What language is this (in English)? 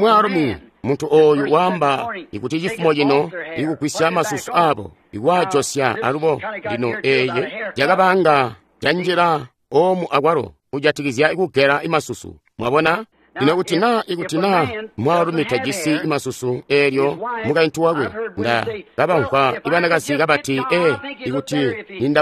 Tonga (Zambia)